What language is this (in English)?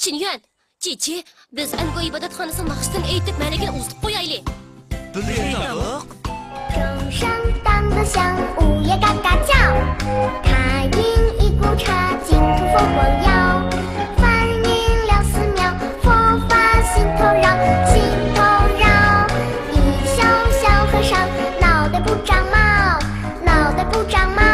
Uyghur